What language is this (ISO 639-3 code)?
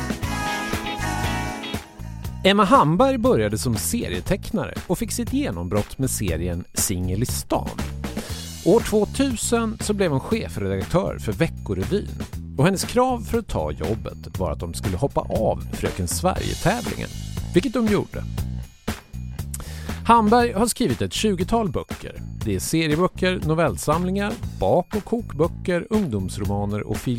swe